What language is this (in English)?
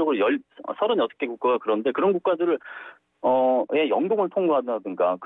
Korean